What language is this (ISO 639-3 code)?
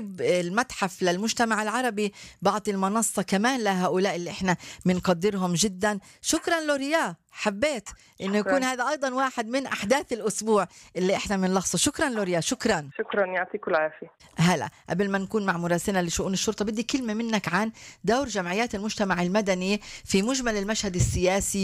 apc